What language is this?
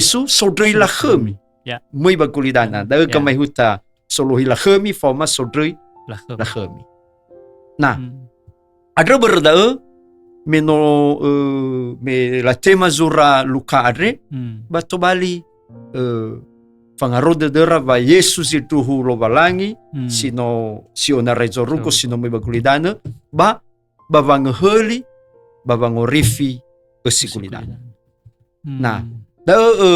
Nias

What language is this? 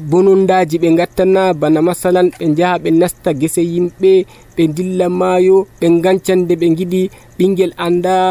Nigerian Fulfulde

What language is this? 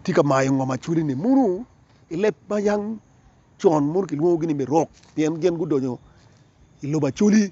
Acoli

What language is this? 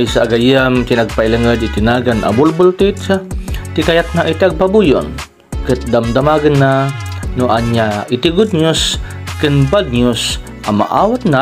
Iloko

